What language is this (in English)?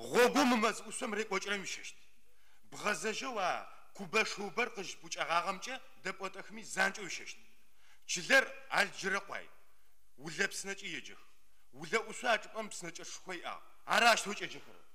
Adyghe